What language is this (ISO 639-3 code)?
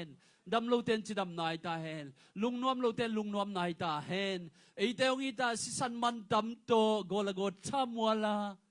ctd